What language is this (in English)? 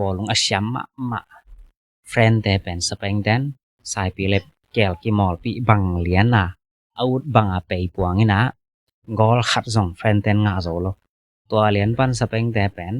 Tedim Chin